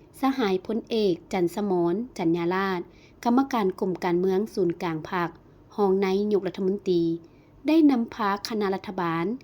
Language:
Lao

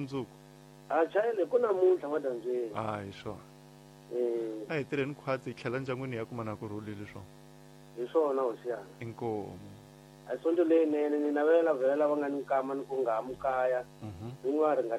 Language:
Tsonga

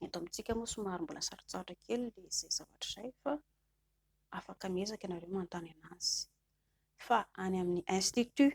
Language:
Malagasy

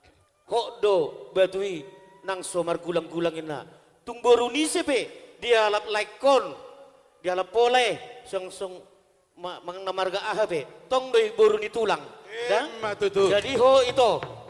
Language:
Batak Toba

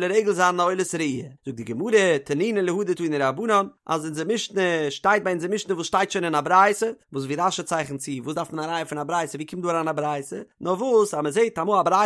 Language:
Yiddish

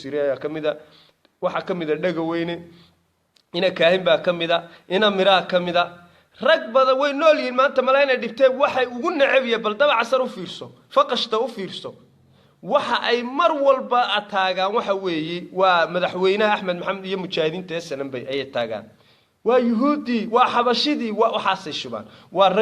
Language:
Somali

